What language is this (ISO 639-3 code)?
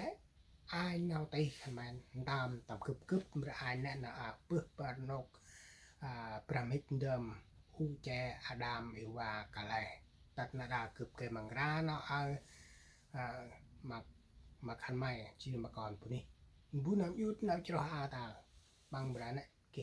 cmo